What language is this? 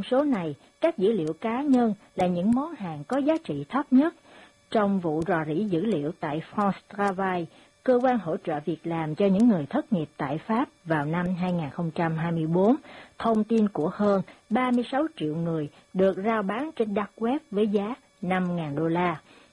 Vietnamese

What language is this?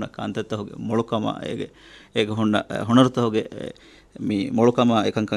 Divehi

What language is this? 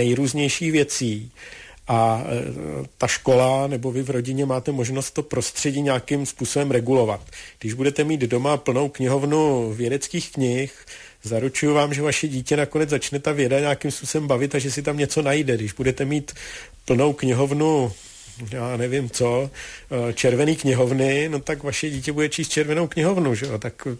Czech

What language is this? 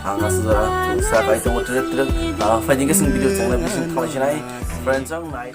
Kok Borok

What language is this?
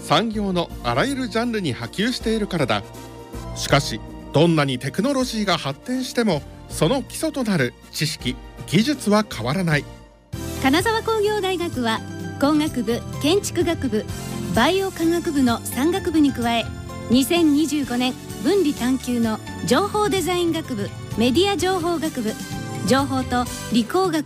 Japanese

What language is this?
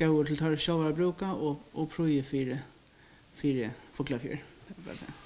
Faroese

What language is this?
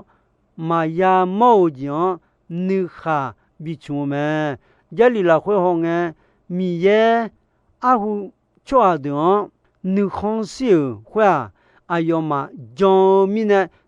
Akha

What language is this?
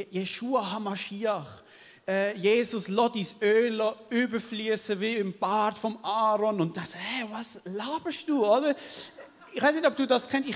Swiss German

